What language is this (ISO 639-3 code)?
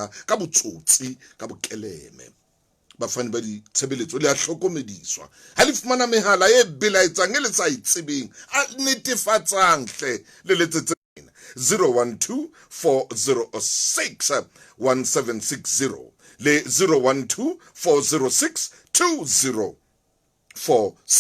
sot